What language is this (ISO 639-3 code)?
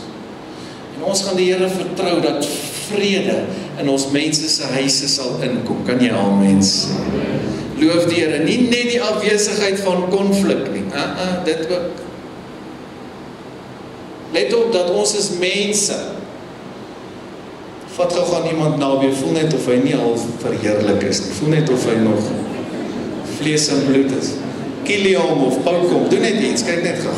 afr